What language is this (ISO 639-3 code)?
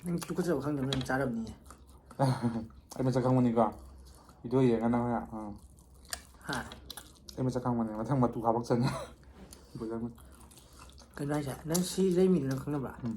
mni